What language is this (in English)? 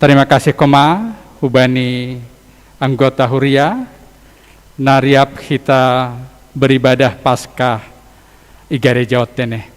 Batak Simalungun